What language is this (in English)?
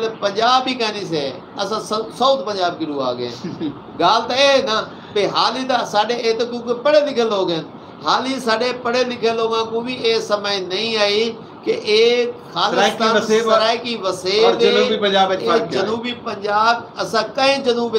Saraiki